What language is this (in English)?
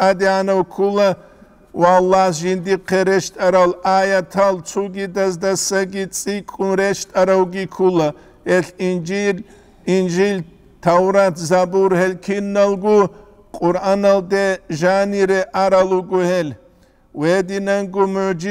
Avaric